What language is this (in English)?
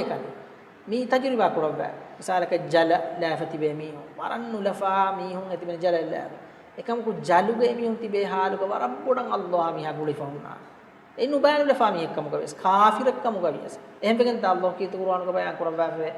Divehi